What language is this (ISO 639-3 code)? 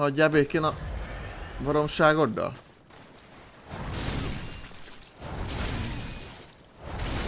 hun